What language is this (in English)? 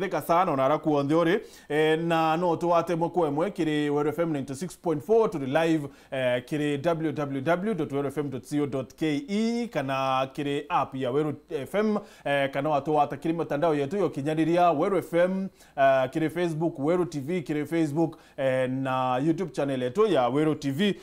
Meru